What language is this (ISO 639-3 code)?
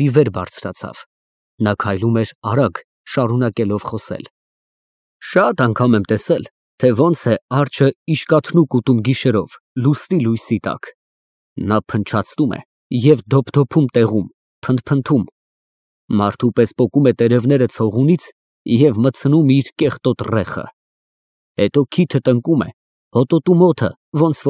hye